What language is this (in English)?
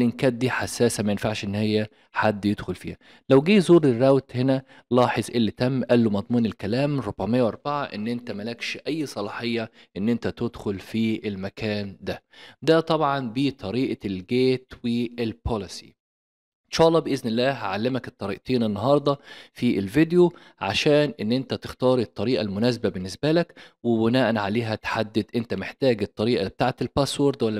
Egyptian Arabic